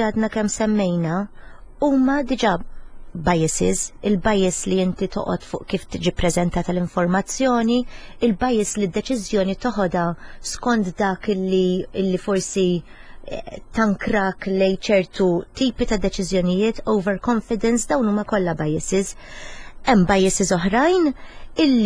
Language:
Maltese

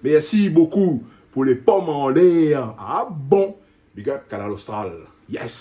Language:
Réunion Creole French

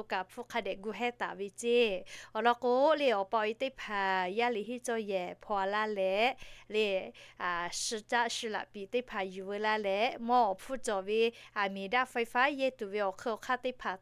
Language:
Lahu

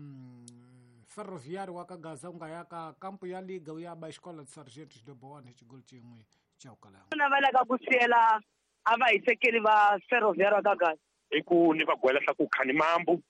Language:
Tsonga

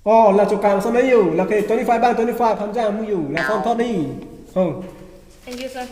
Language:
Karbi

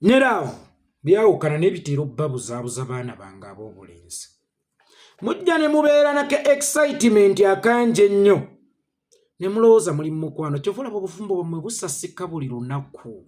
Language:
Ganda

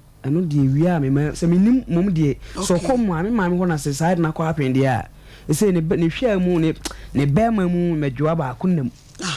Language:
Akan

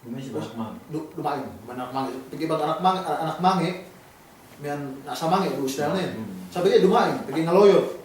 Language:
Yakan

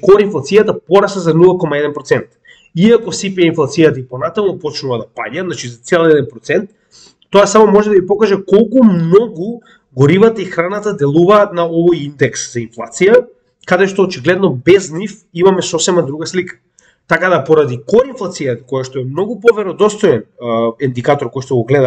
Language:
Macedonian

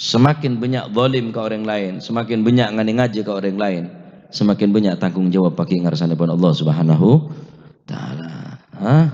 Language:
Madurese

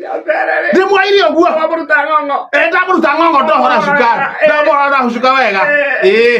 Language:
Kikuyu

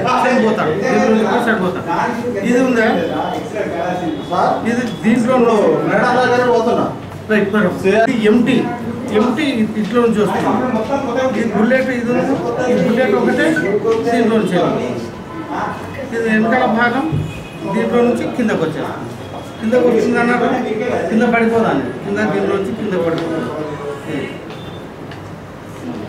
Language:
Telugu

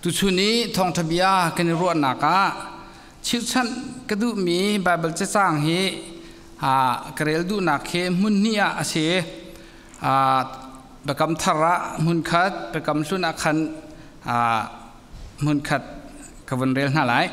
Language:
Hakha Chin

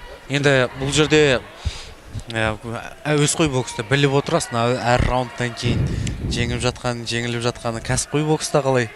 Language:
Kazakh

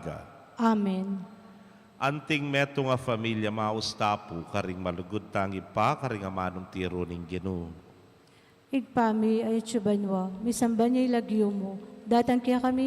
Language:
Pampanga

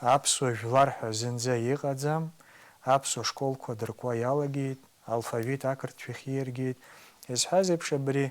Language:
Abkhazian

